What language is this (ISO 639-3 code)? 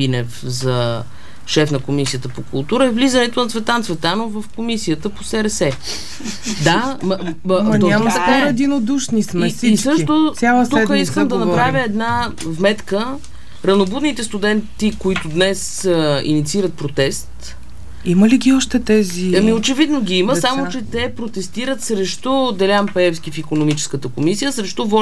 bul